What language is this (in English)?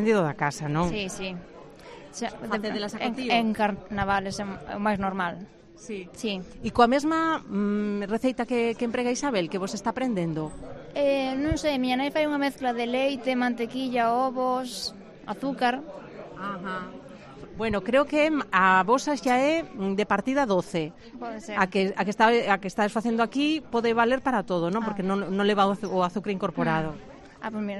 Galician